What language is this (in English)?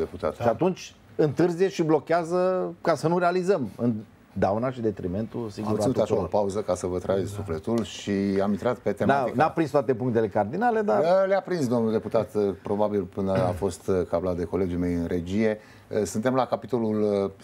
Romanian